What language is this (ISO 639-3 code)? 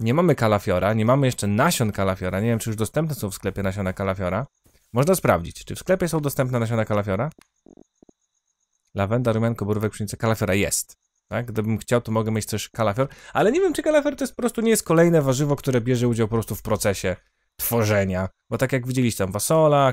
pol